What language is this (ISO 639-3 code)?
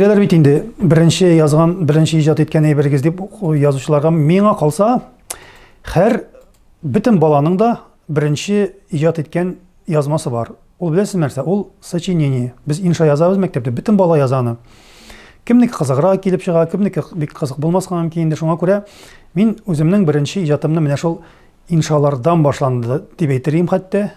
tat